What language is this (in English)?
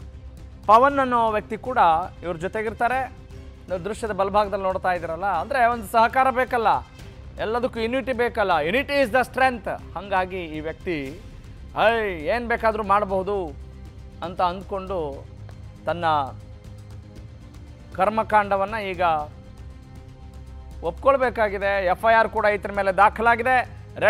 Kannada